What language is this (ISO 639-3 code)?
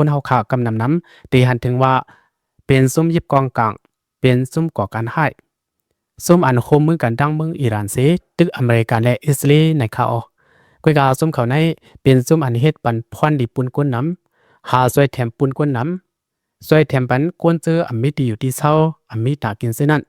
lao